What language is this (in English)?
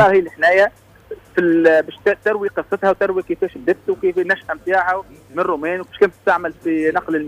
Tunisian Arabic